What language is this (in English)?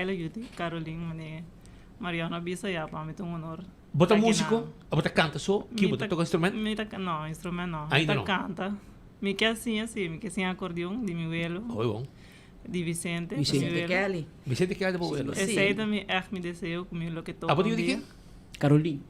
Papiamento